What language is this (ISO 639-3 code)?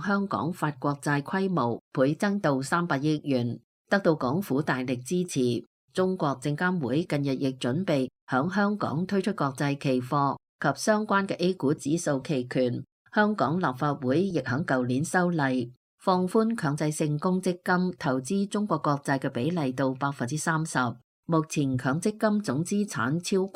yue